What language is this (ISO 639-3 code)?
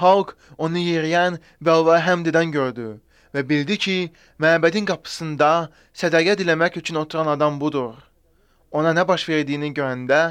aze